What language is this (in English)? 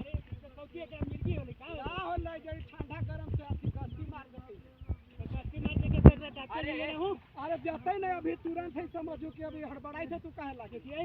Magahi